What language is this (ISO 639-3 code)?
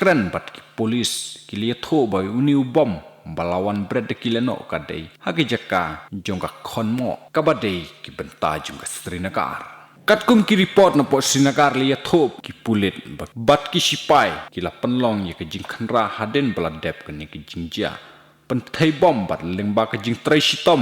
kha